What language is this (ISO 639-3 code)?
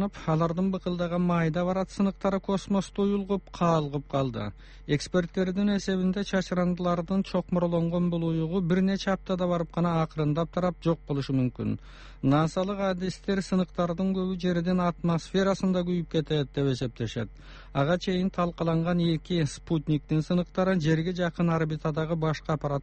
kir